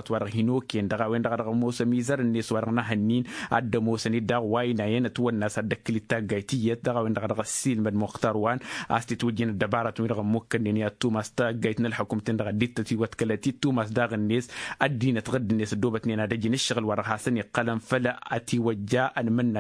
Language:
Tamasheq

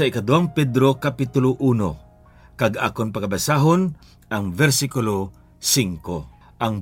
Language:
Hiligaynon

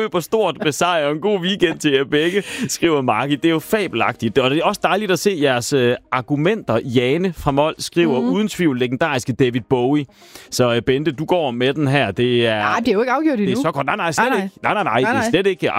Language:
Danish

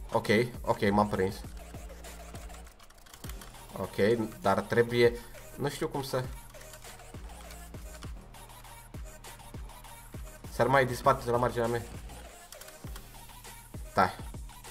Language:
Romanian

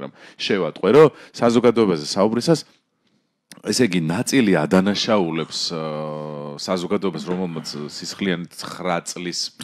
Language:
Georgian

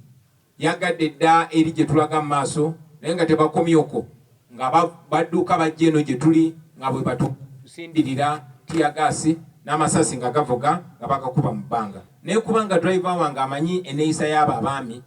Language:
Ganda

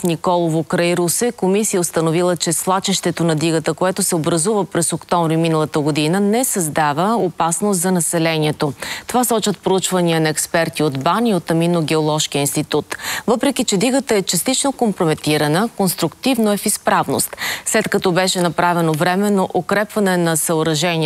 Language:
Bulgarian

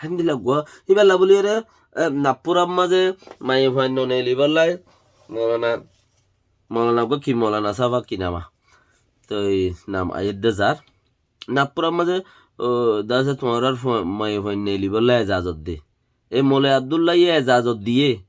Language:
Rohingya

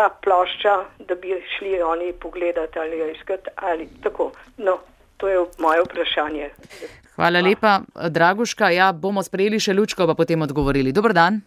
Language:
Slovenian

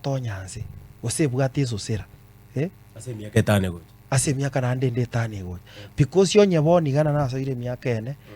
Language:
Gusii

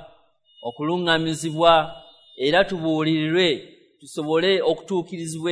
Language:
Ganda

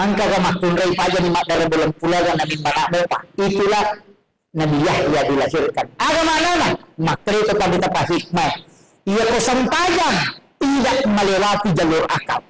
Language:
Buginese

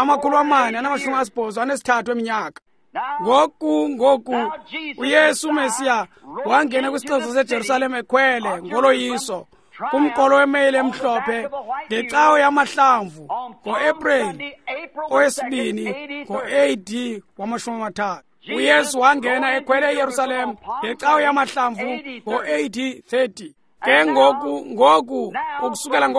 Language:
Xhosa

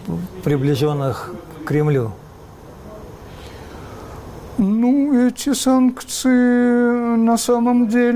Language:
Russian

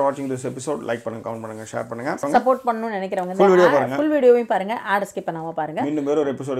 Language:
Tamil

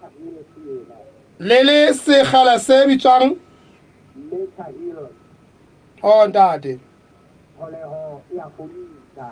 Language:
Southern Sotho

